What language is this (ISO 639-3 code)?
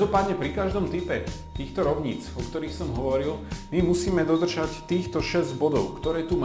slk